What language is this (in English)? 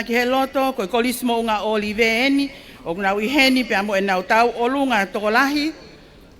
Tongan